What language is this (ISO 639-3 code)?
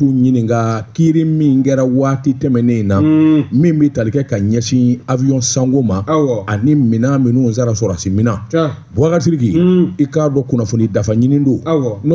bam